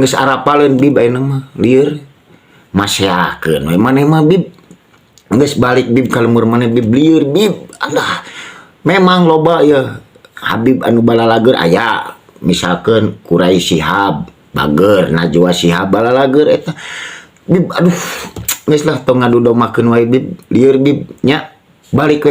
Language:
Sundanese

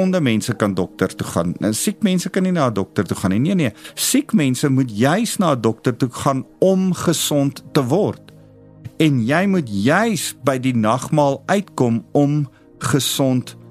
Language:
Afrikaans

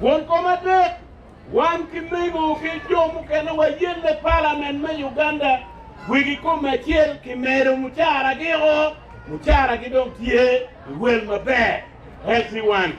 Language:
Acoli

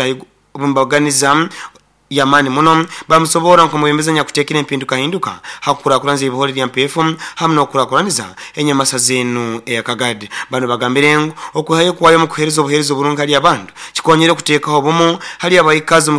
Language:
Nyoro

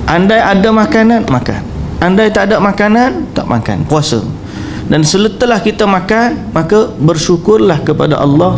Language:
Malay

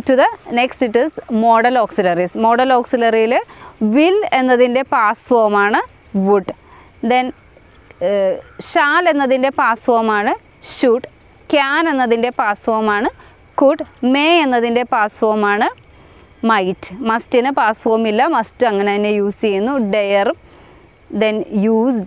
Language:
Malayalam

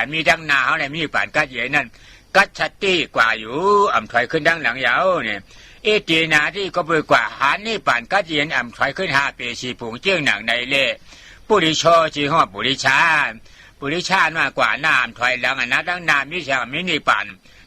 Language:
Shan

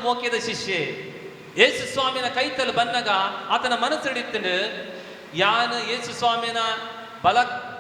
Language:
Tulu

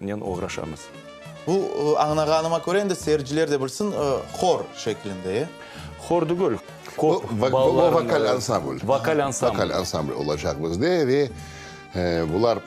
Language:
Crimean Tatar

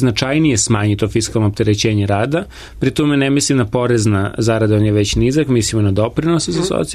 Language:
Serbian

